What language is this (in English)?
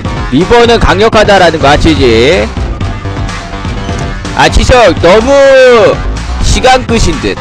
Korean